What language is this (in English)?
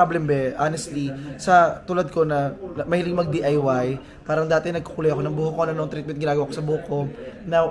Filipino